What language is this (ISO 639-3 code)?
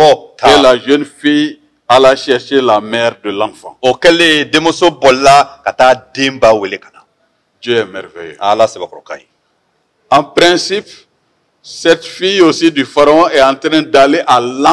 bam